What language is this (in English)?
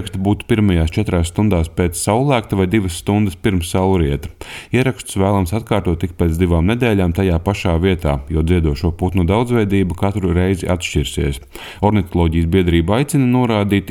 Latvian